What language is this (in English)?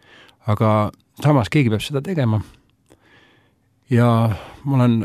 Estonian